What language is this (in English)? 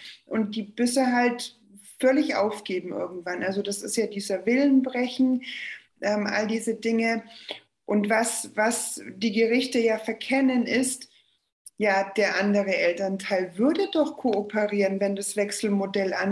German